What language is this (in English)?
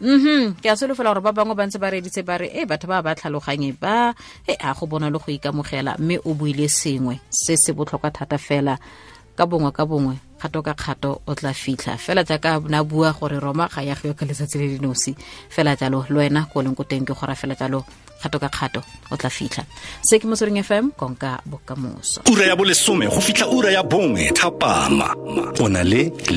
Tswana